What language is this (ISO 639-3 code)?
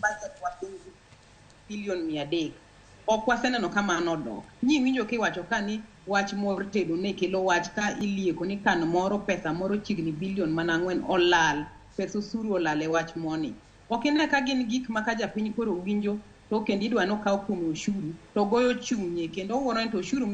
luo